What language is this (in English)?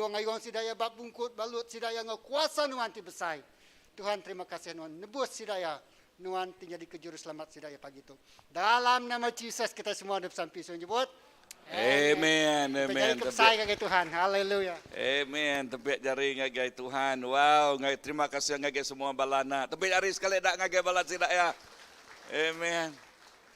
Iban